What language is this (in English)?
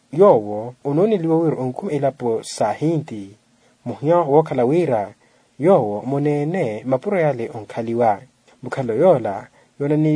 Makhuwa